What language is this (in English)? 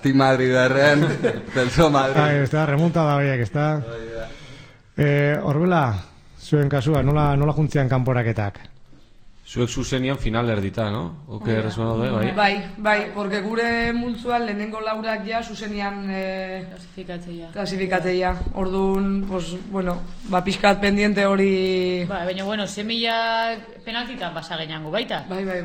Basque